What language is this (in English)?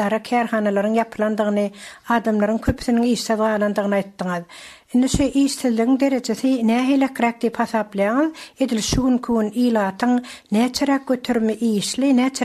Turkmen